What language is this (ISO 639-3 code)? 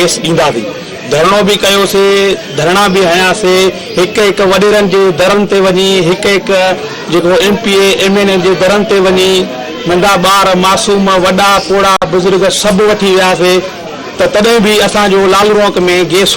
snd